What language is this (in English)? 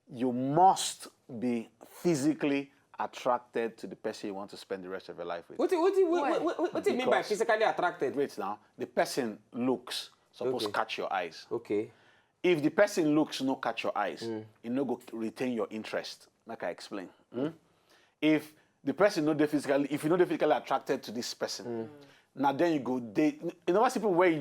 Nigerian Pidgin